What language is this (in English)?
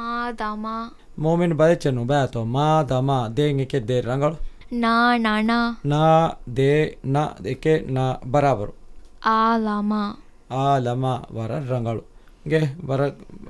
Divehi